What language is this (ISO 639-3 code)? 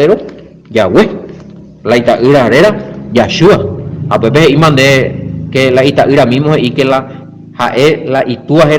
grn